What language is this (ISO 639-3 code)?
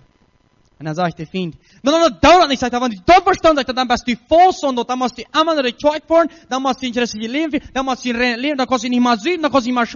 pdt